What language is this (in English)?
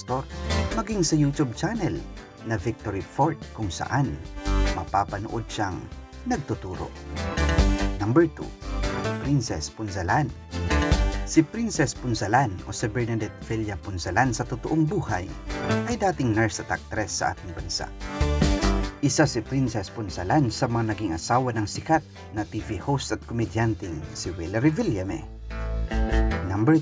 Filipino